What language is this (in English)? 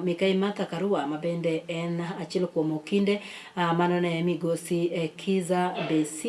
Luo (Kenya and Tanzania)